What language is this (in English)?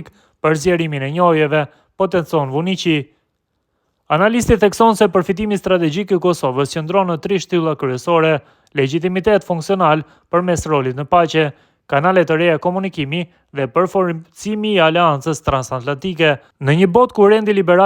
Albanian